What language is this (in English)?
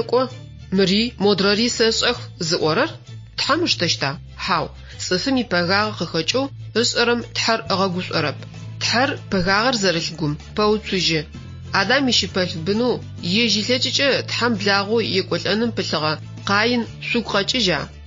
Adyghe